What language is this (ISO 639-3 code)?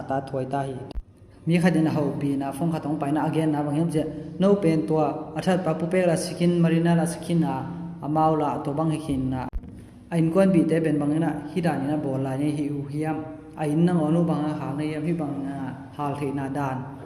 ctd